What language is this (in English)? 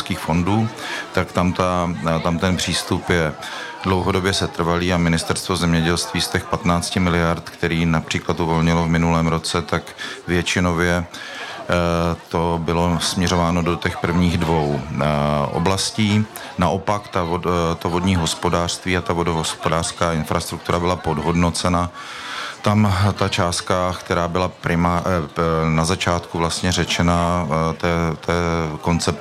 Czech